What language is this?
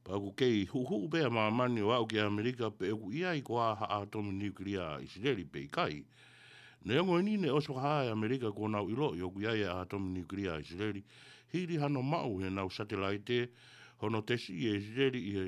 Tongan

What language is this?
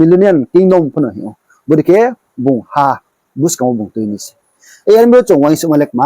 Riang (India)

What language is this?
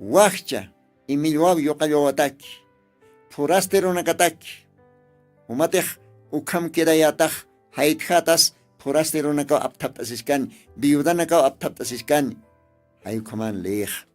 Aymara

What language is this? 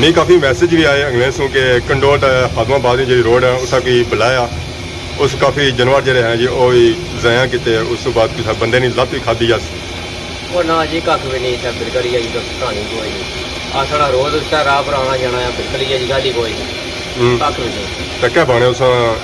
Pahari-Potwari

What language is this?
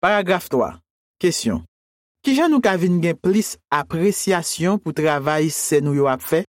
Haitian Creole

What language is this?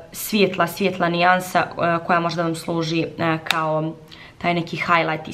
Croatian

